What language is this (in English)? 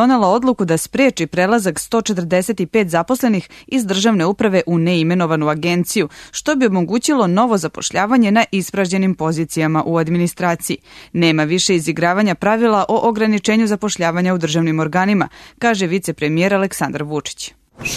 Serbian